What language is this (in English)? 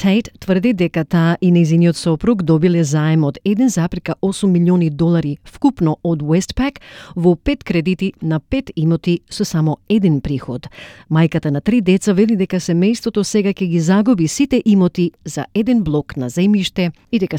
Macedonian